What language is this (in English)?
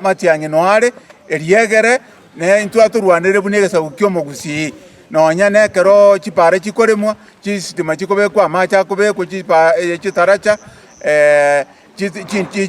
Gusii